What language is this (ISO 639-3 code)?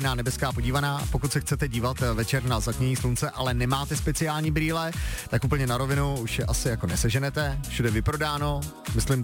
ces